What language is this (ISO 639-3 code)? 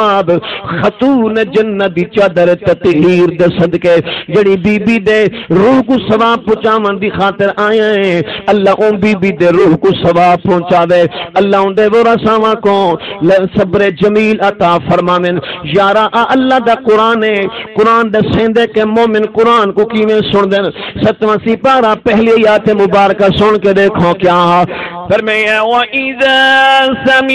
skr